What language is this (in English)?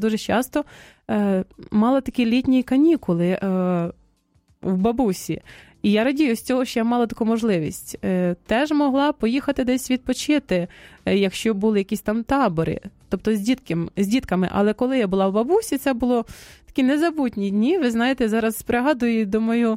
Ukrainian